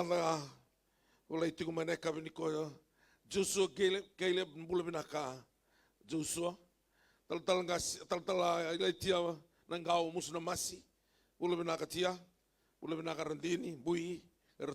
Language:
Fijian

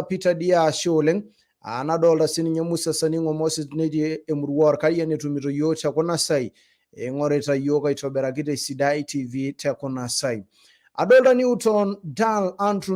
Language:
Masai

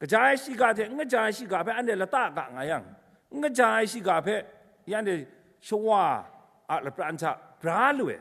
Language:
Kachin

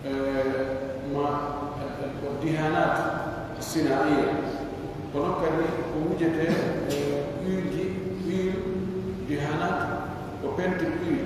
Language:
Pular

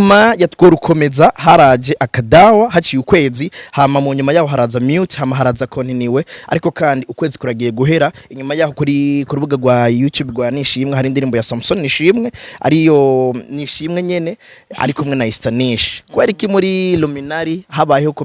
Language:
Rundi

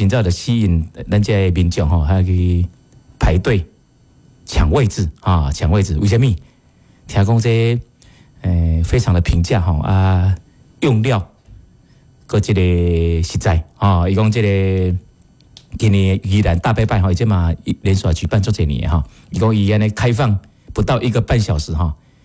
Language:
Min Nan Chinese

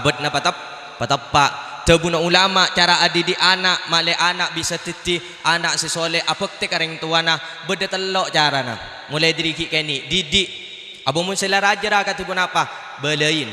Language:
Madurese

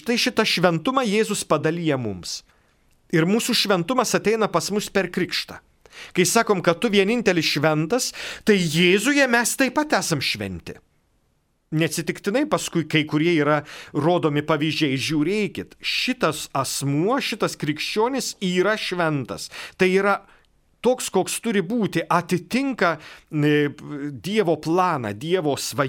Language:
Lithuanian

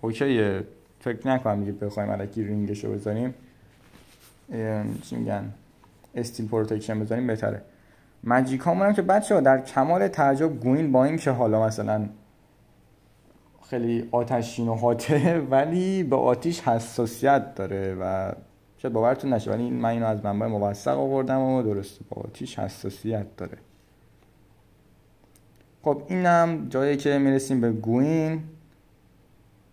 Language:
Persian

